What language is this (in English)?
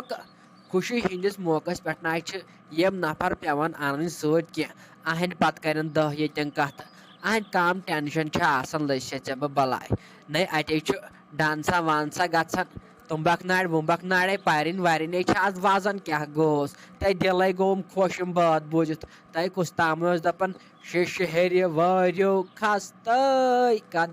Kashmiri